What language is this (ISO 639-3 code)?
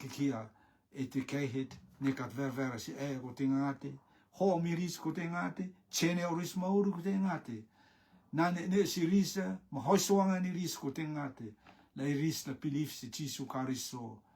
rtm